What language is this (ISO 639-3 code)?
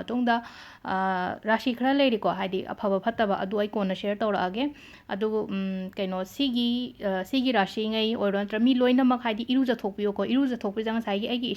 mni